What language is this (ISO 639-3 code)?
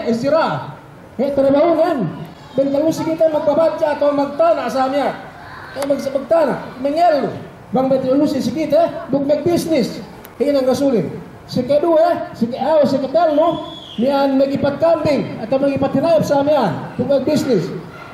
yka